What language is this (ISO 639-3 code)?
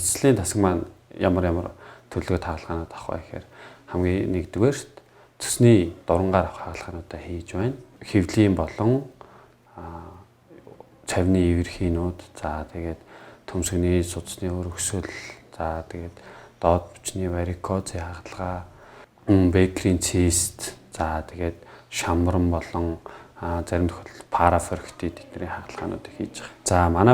mon